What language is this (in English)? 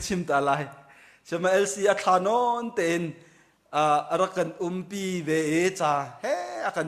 Hakha Chin